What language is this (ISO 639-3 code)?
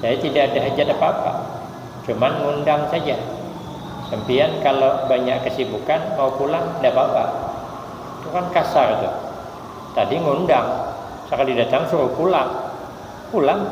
bjn